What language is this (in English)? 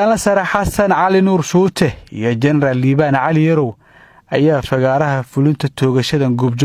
Somali